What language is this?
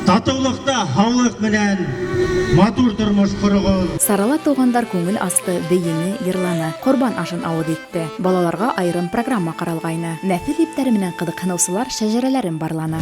Bashkir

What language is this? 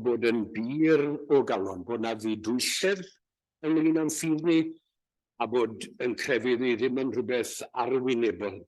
Welsh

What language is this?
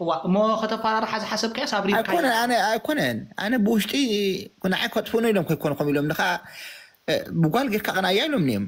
Tigrinya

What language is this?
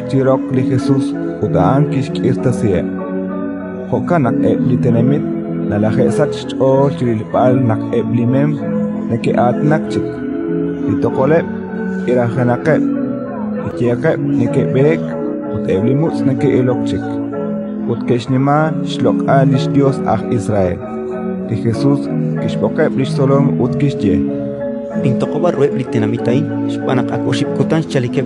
Kekchí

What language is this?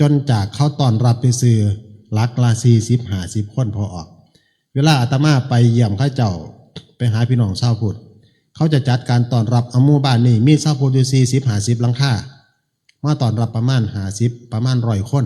Northeastern Thai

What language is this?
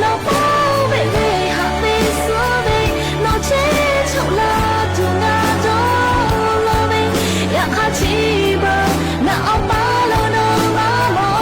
Lahu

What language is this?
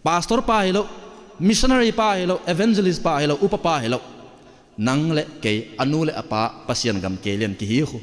Tedim Chin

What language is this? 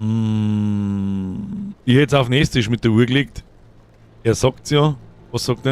Bavarian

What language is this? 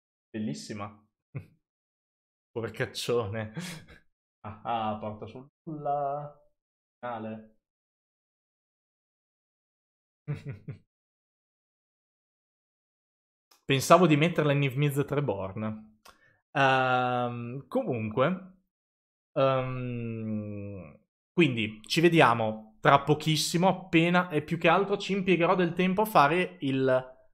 Italian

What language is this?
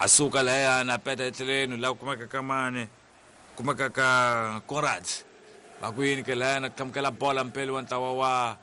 Tsonga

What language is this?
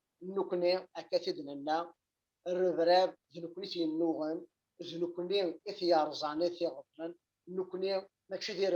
Kabyle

